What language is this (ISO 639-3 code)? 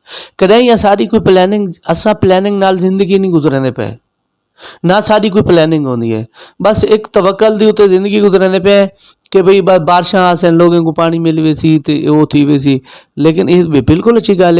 skr